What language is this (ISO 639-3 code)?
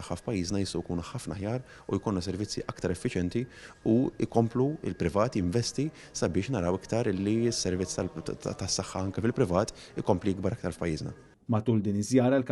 mlt